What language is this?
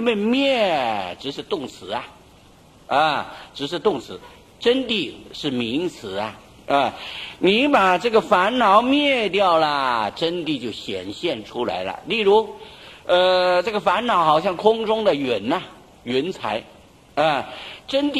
Chinese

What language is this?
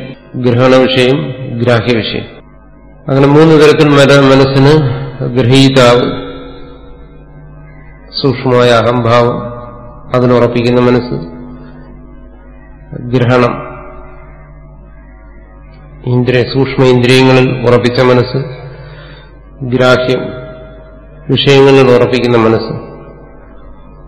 Malayalam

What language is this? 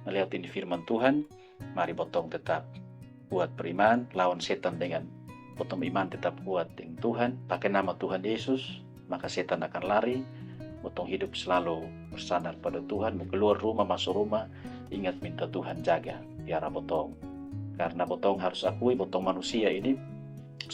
Kupang Malay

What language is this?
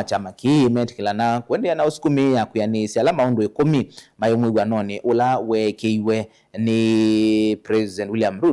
Kamba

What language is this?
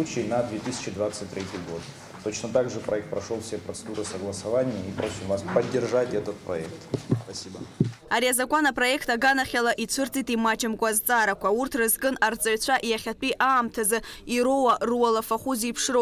Abkhazian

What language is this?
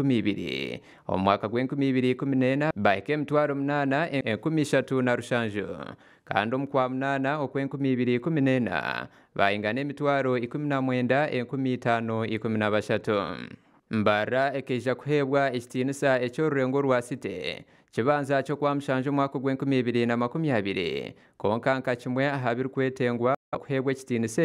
Nyankole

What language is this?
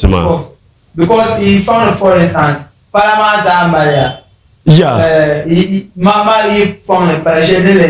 Dagbani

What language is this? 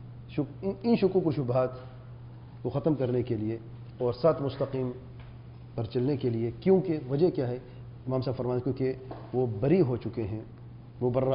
Urdu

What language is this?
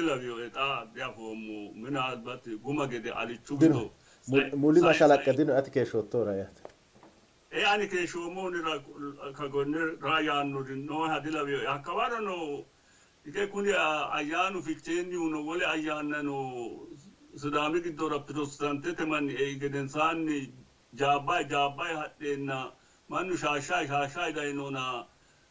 Sidamo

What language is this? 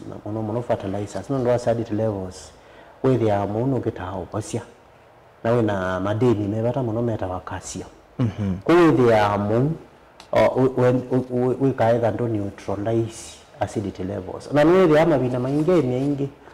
Kamba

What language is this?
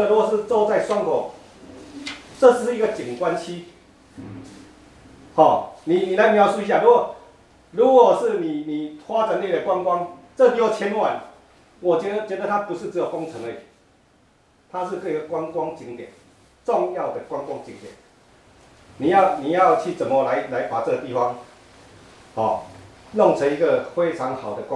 Chinese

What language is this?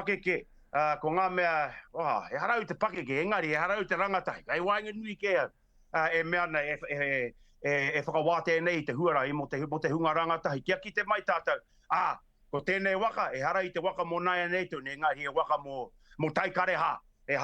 Māori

